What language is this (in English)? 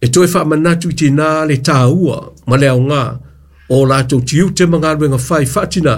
Samoan